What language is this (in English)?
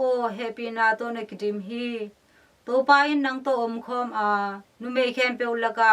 Tedim Chin